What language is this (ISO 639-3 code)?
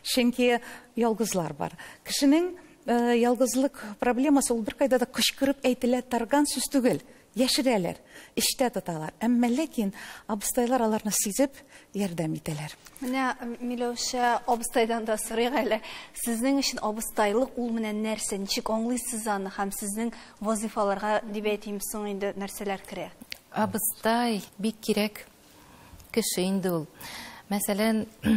tat